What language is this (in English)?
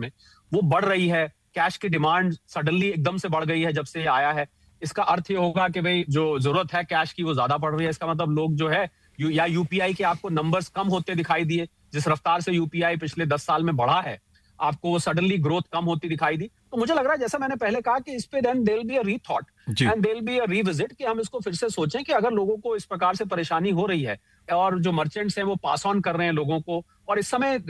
Hindi